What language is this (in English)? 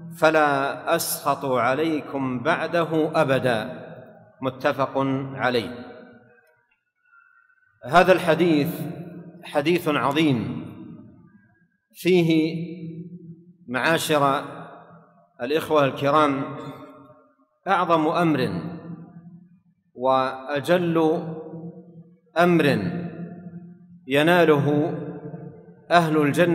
Arabic